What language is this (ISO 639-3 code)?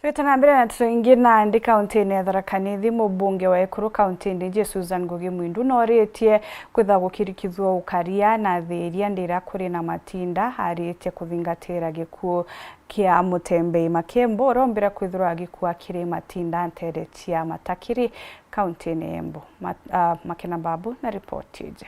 mer